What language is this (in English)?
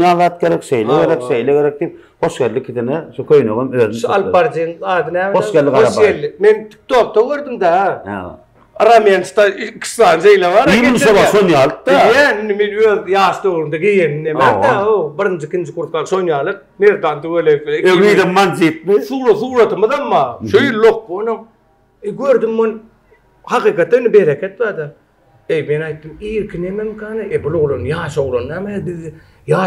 Turkmen